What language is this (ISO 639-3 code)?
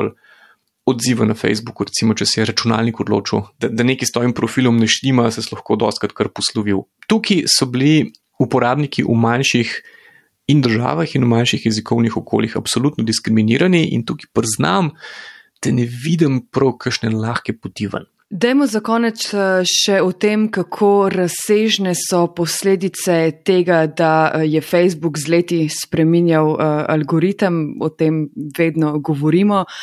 slv